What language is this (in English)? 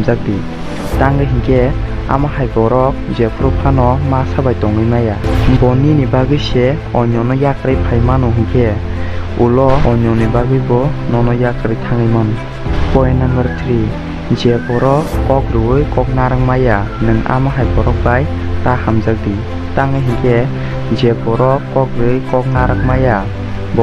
Kok Borok